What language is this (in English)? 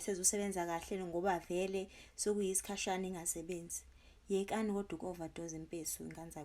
Zulu